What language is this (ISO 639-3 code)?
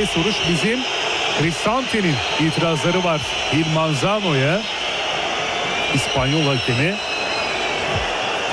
tur